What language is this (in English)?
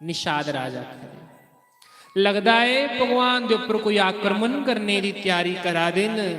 Dogri